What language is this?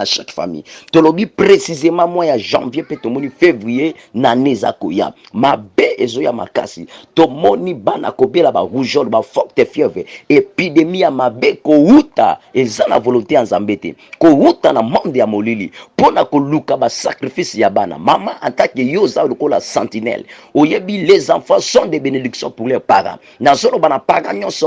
Lingala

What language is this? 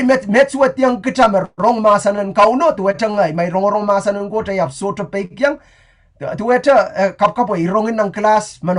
Pohnpeian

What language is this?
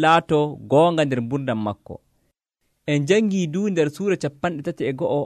Nigerian Fulfulde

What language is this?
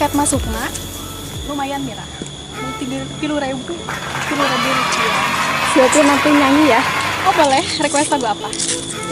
Sundanese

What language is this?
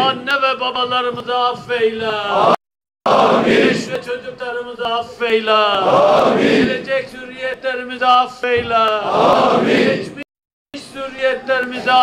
Turkish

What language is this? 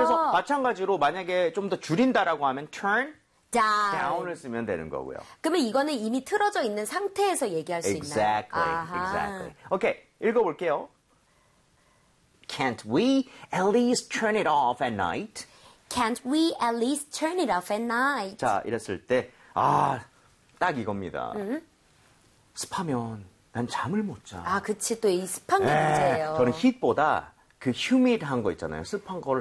Korean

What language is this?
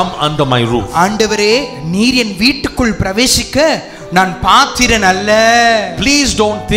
Tamil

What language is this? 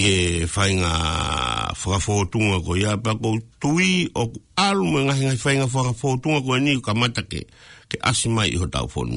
Tongan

